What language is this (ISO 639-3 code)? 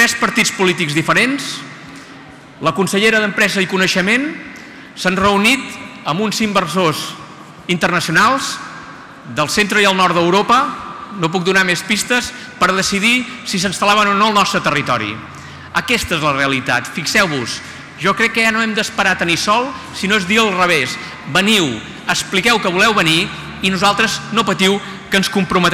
cat